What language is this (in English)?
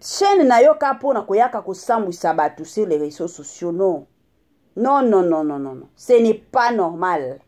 Lingala